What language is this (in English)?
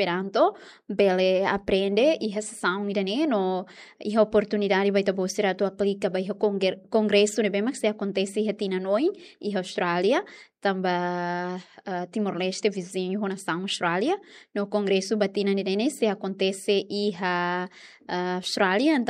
Tetum